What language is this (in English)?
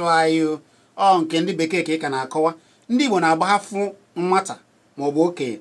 Igbo